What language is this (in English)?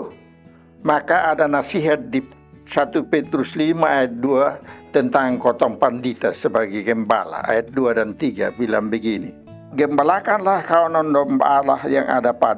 Kupang Malay